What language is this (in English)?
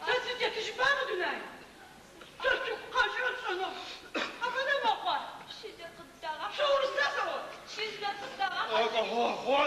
Adyghe